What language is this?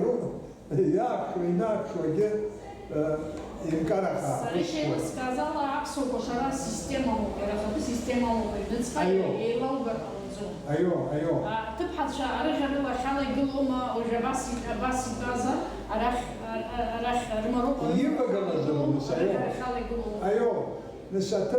Abkhazian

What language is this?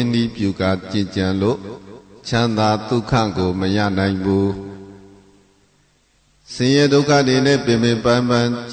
Burmese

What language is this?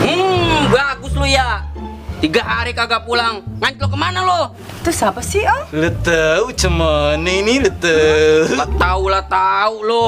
Betawi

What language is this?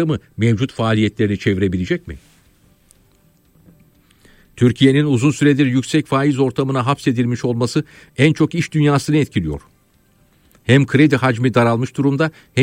Turkish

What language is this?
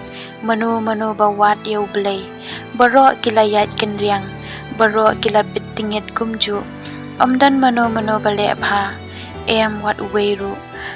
Khasi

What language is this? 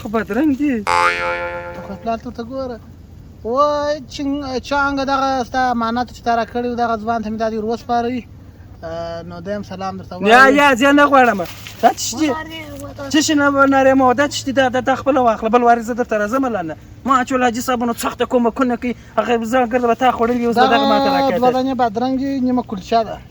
Pashto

